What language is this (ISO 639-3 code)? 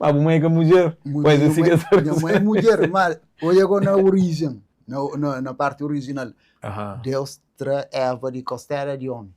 kea